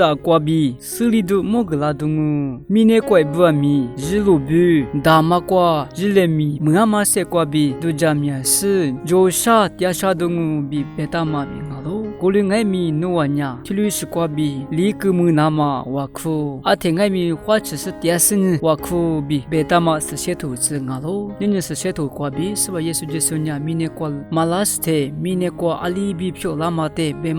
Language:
Lisu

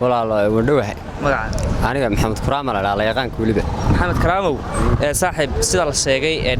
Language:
Somali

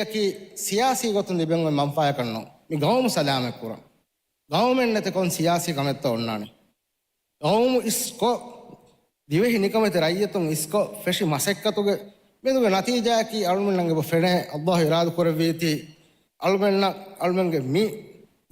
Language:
Divehi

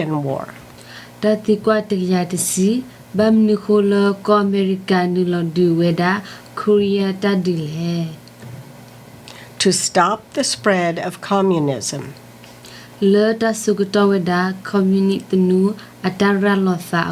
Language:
S'gaw Karen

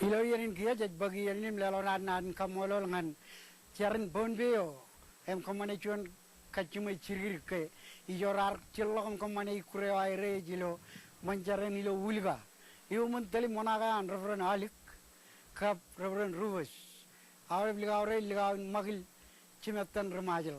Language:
Marshallese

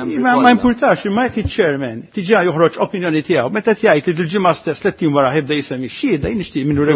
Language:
Maltese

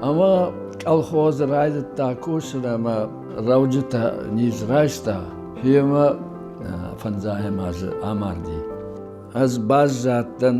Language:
Ossetic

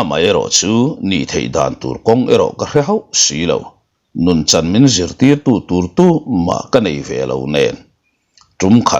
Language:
Mizo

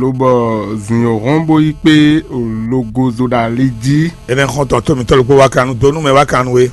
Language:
Fon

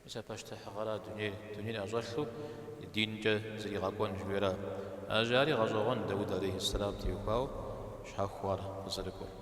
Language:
Kabardian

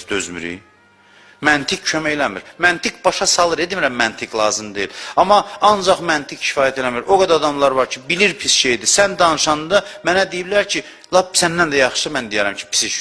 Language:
Azerbaijani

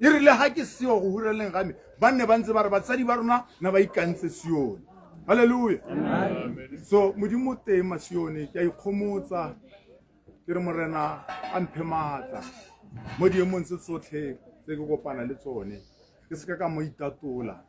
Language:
Tswana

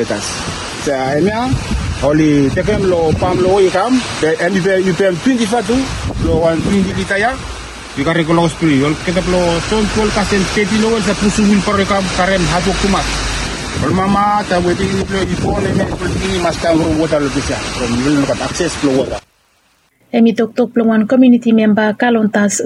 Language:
Bislama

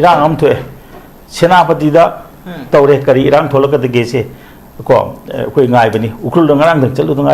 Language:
Manipuri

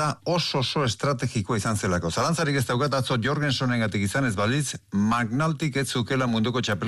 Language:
Basque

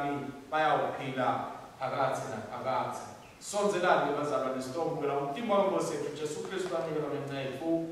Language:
Swati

